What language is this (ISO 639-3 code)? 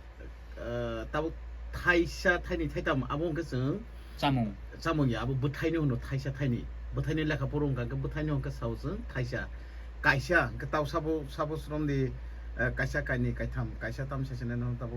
trp